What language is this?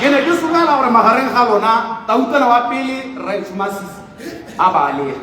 Tswana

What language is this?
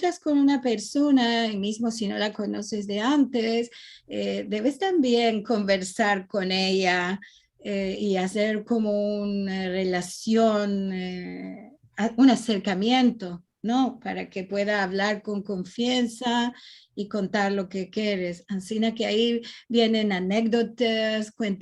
Ladino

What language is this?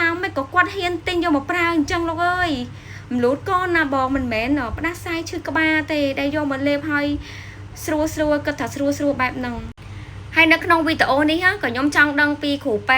Khmer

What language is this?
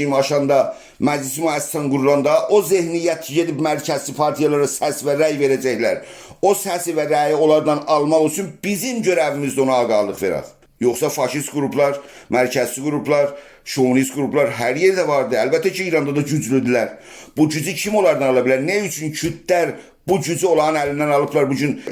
South Azerbaijani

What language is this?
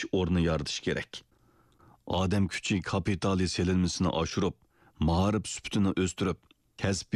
Uyghur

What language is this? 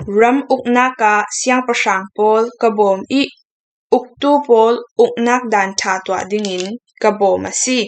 Falam Chin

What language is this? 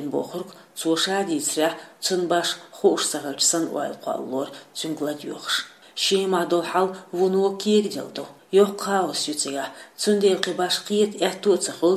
Chechen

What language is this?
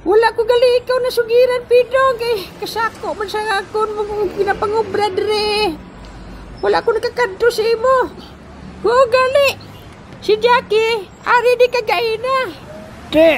Hiligaynon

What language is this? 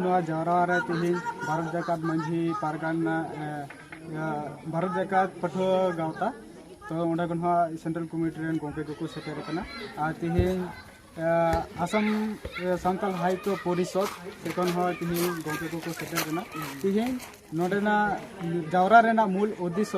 Santali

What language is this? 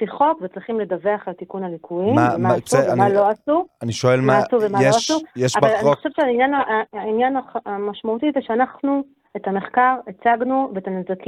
Hebrew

